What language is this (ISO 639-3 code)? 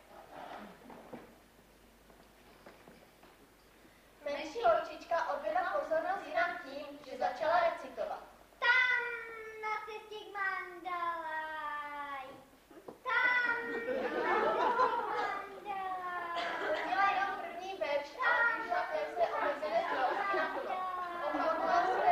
ces